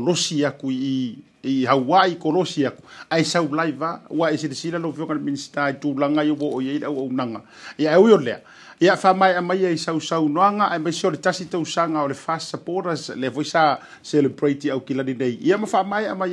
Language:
Samoan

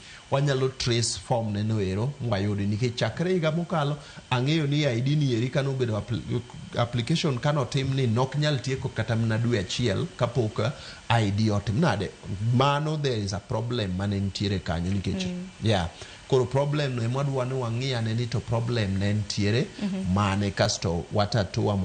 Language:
Luo (Kenya and Tanzania)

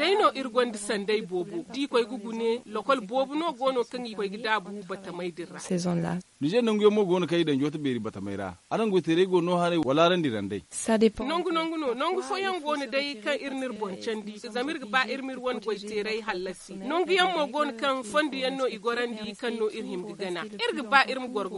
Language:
Zarma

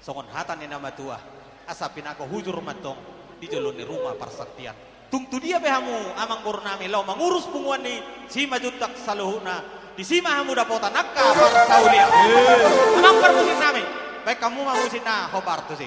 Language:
Batak Toba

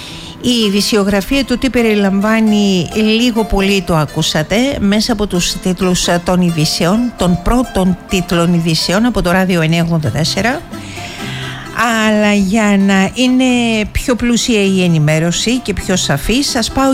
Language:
Greek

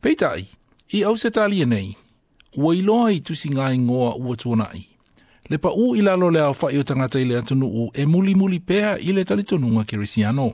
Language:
Samoan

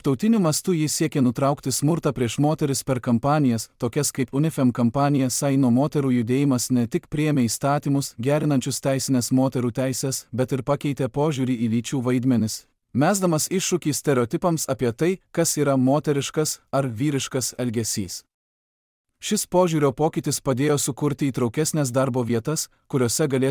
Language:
Lithuanian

